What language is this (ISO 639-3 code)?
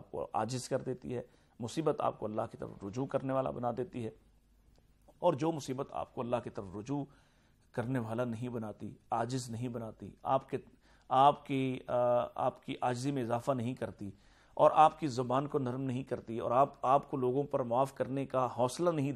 urd